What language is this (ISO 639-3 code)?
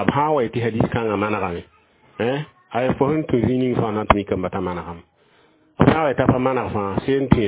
mos